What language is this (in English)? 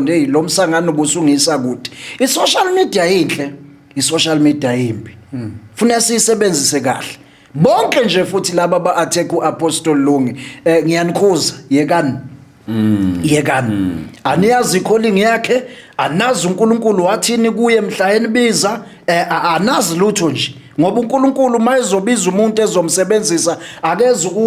Zulu